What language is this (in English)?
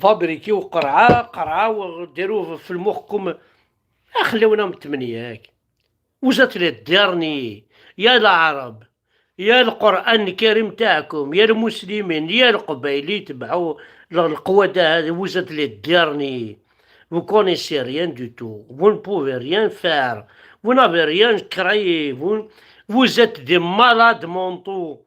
Kabyle